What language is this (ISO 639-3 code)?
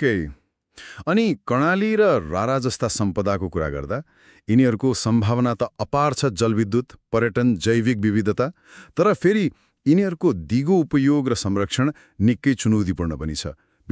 nep